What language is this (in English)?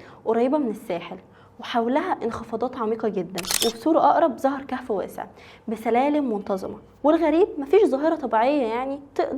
Egyptian Arabic